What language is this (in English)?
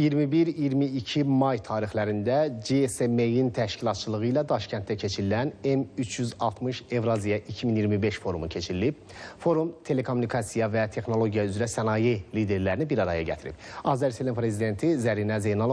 Azerbaijani